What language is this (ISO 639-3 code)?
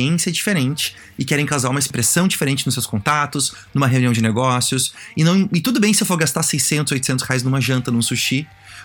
por